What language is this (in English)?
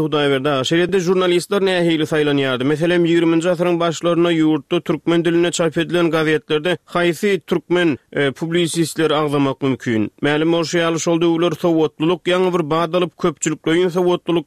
Turkmen